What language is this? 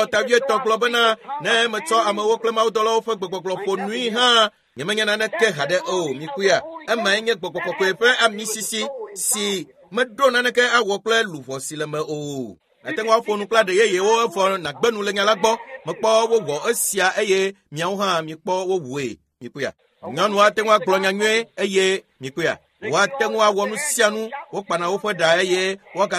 Ewe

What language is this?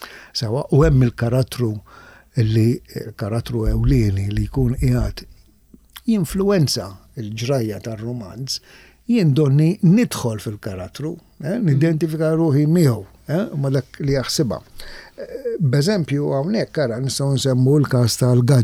Maltese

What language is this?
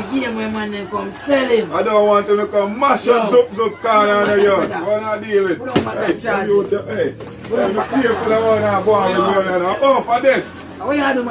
Jamaican Creole English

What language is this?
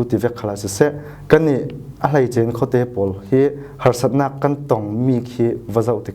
Falam Chin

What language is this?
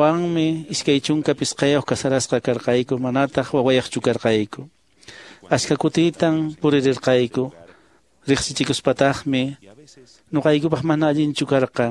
Quechua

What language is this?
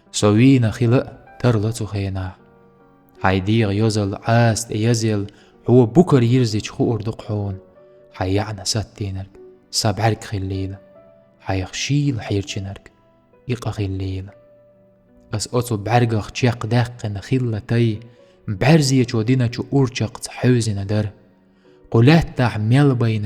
Chechen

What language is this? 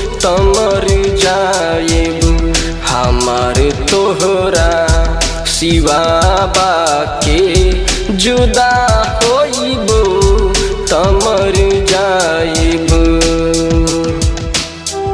Bhojpuri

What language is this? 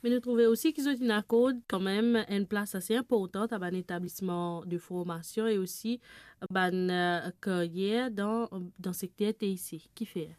Morisyen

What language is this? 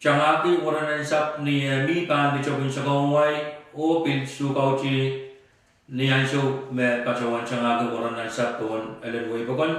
Pohnpeian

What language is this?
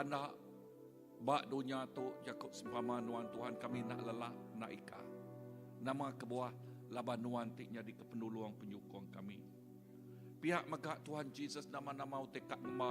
Iban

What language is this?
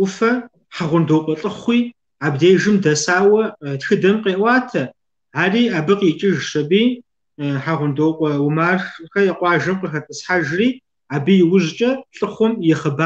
Kabardian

